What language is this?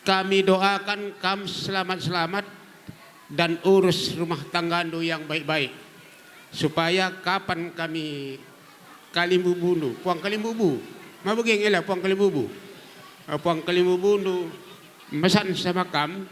Batak Karo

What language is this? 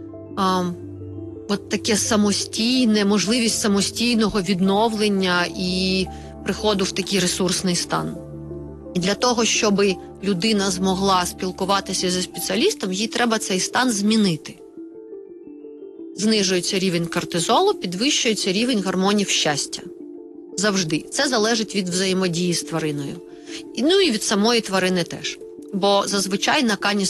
Ukrainian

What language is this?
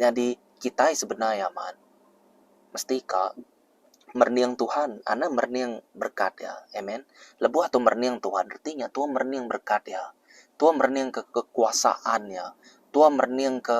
Iban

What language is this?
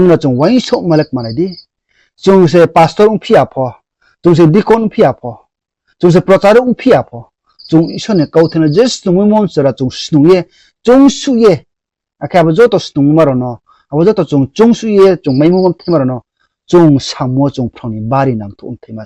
Riang (India)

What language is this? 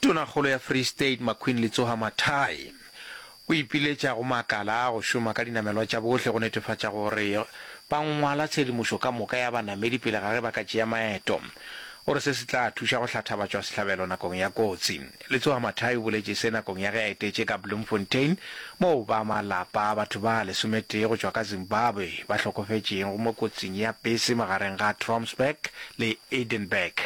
Northern Sotho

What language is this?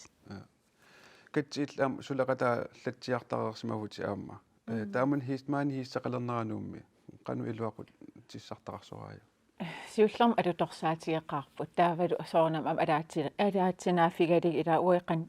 Kalaallisut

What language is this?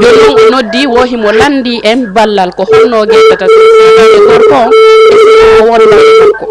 Fula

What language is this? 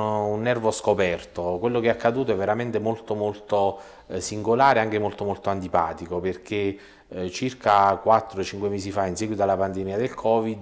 Italian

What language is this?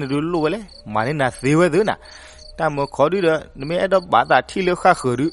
S'gaw Karen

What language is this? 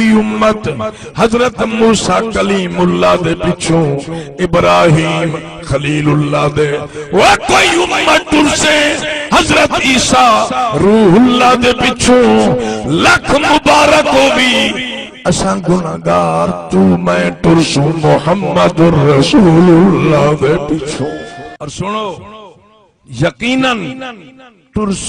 Saraiki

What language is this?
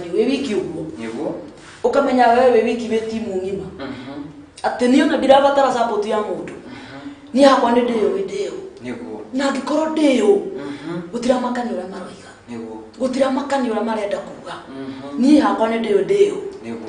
Kikuyu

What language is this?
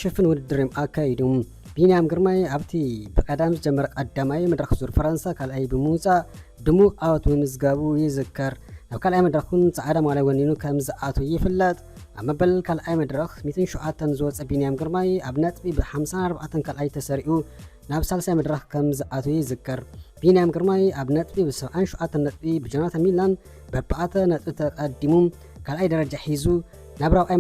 Tigrinya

